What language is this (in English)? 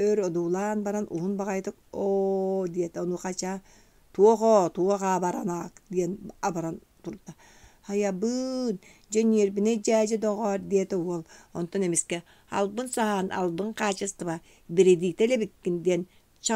Yakut